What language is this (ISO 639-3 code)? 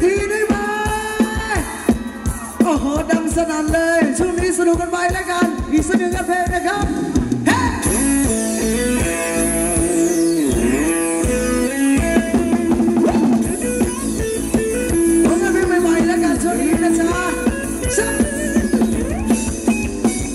tha